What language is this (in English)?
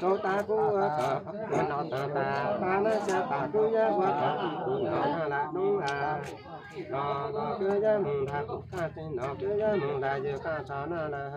Hmong